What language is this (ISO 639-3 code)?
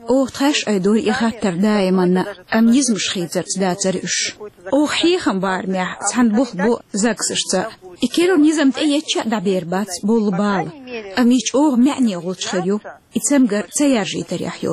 che